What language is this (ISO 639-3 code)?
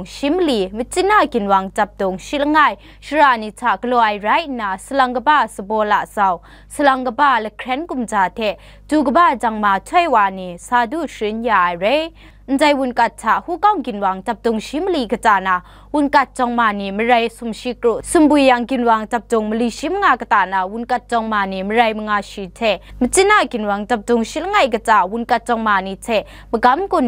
kac